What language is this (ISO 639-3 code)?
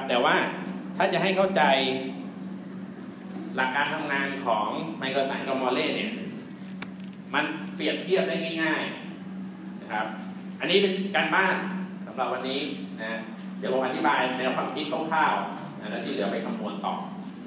tha